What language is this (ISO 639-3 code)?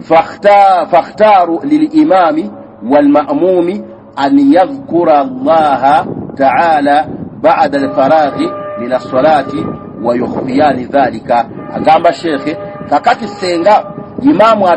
lug